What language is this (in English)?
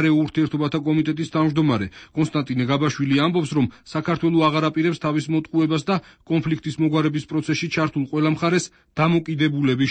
Georgian